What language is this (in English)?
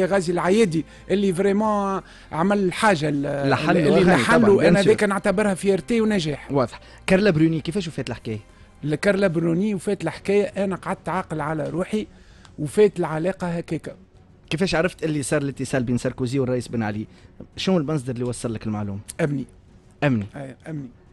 Tunisian Arabic